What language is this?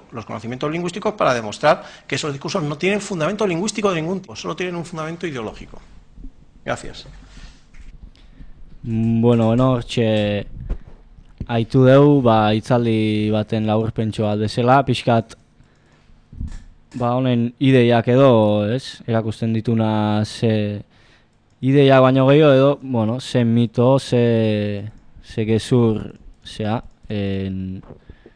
Basque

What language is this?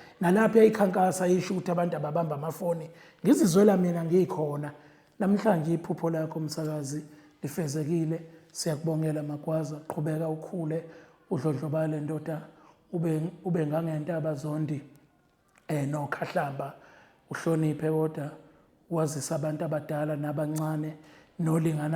Zulu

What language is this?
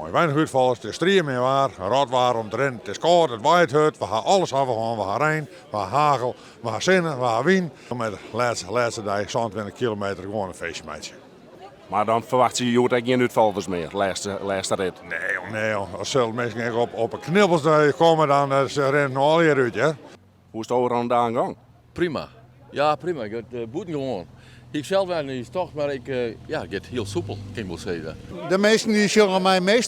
Western Frisian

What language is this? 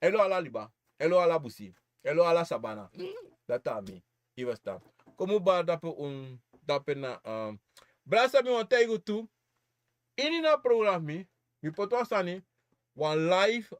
Sranan Tongo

